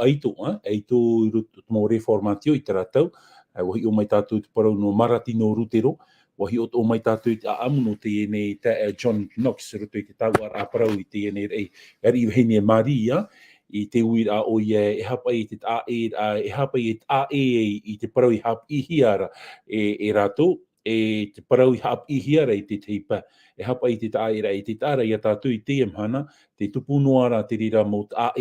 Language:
Tahitian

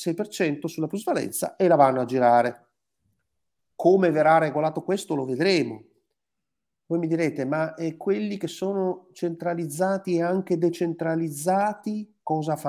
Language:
Italian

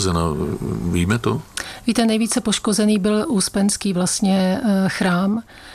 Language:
Czech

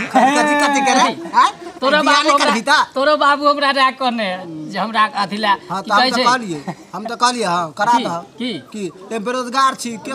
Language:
Maithili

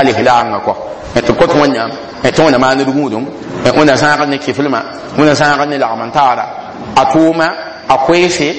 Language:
Mossi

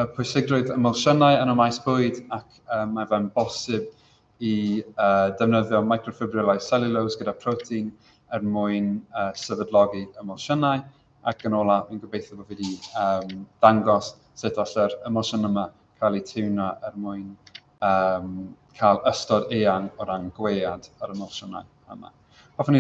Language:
Welsh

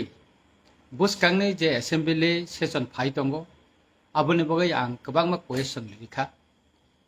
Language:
Kok Borok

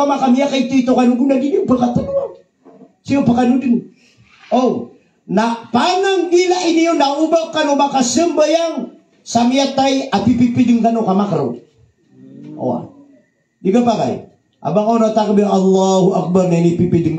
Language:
Maranao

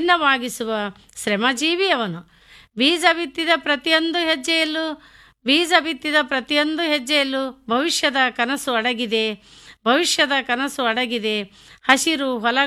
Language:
Kannada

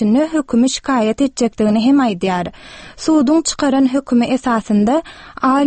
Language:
Turkmen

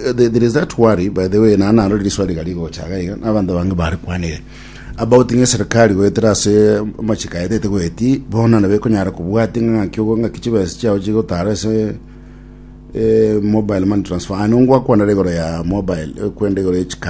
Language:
Gusii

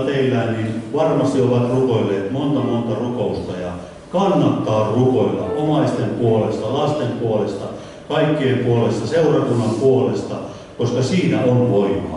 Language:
Finnish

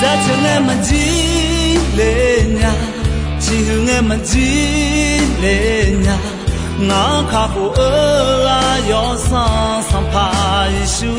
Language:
Akha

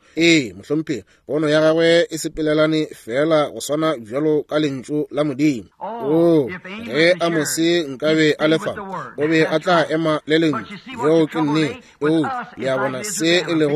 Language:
Northern Sotho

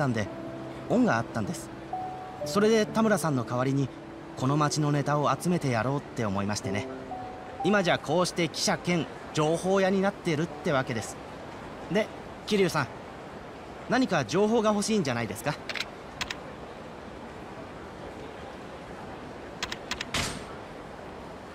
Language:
Japanese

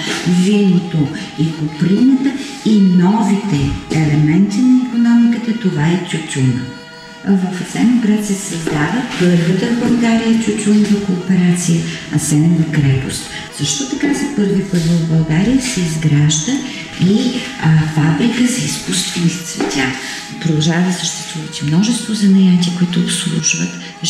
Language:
Bulgarian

